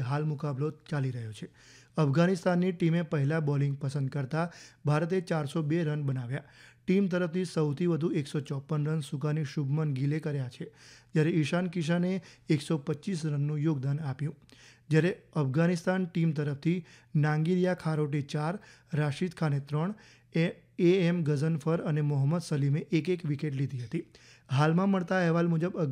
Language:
Gujarati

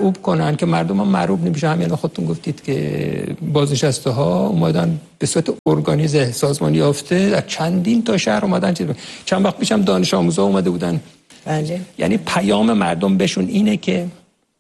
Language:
Persian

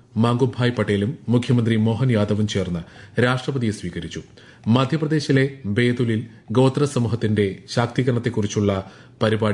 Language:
Malayalam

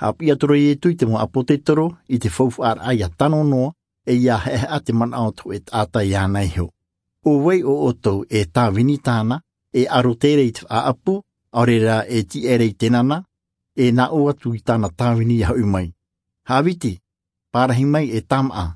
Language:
Tahitian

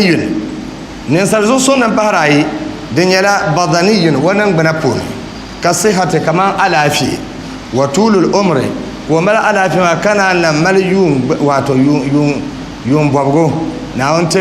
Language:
Dagbani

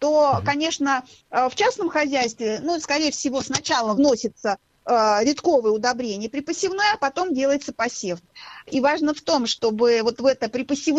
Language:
Russian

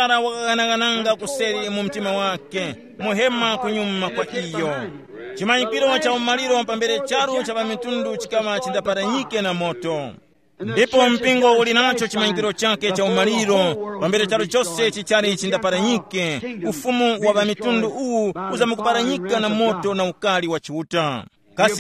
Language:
Tumbuka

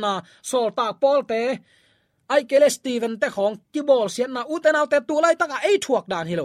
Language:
Tedim Chin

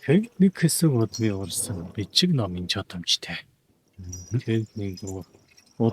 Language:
Mongolian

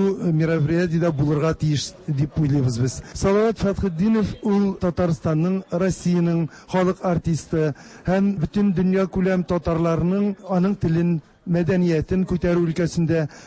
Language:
Tatar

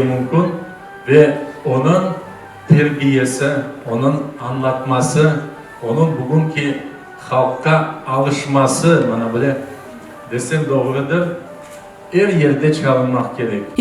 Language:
Crimean Tatar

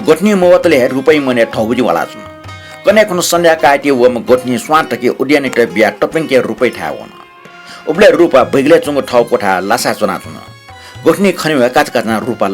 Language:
Newari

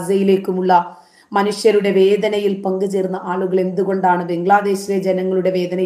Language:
Malayalam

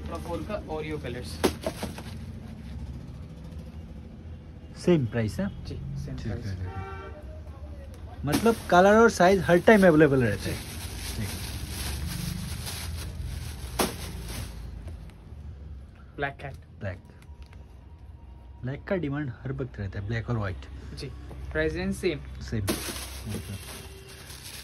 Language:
Hindi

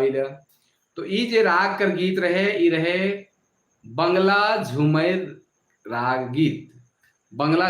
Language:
Sadri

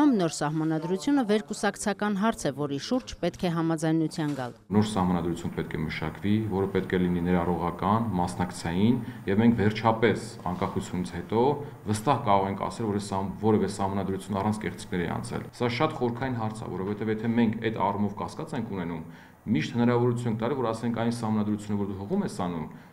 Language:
Armenian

